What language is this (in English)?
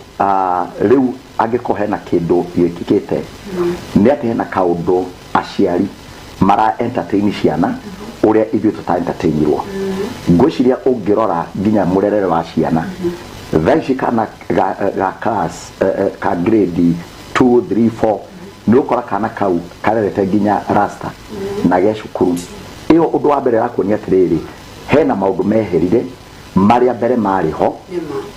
Kikuyu